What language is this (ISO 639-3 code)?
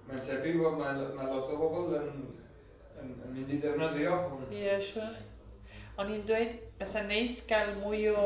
cym